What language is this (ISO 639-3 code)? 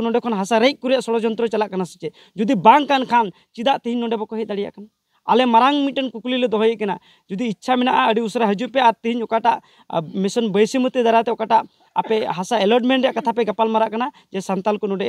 sat